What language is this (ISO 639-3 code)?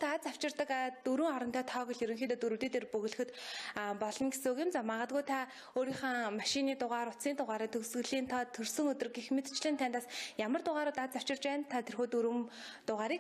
mon